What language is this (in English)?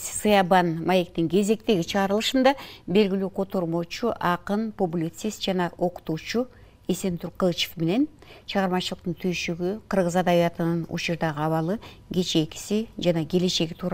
Kyrgyz